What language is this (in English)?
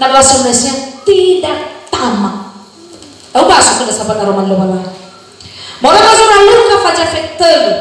Nias